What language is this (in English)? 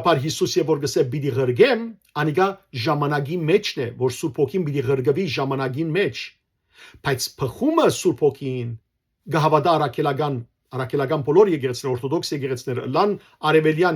Western Armenian